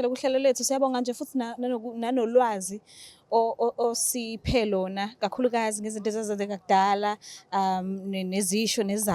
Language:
Zulu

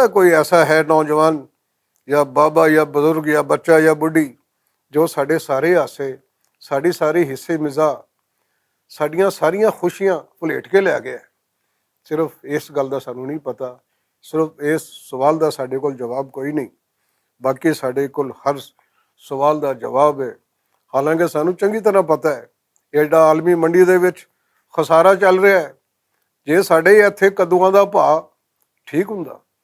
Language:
Western Panjabi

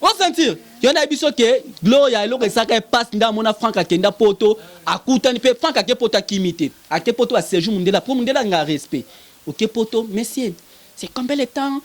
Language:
Lingala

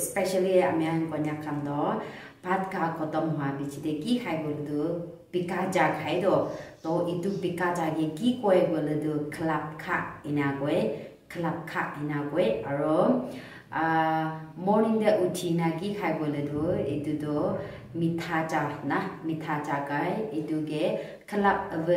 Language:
Naga Pidgin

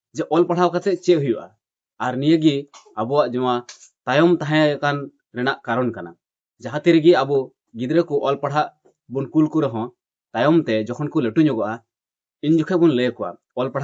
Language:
Santali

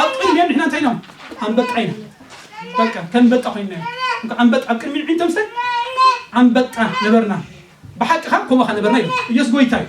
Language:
Tigrinya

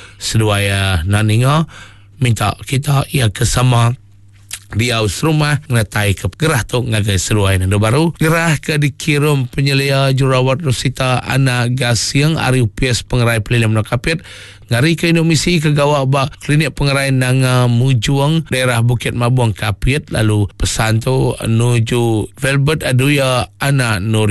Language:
Iban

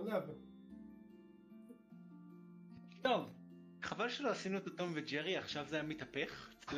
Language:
Hebrew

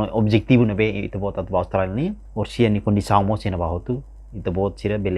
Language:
Tetum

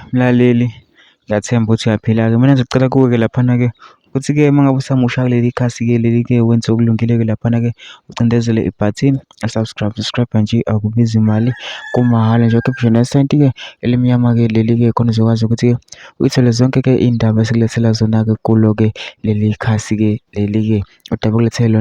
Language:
Zulu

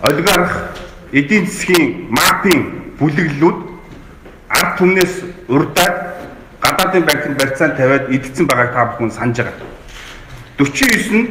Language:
Mongolian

